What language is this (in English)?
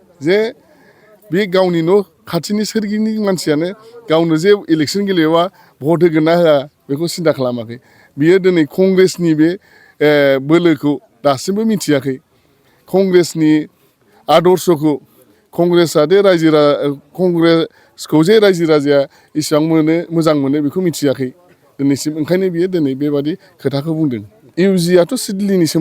Bodo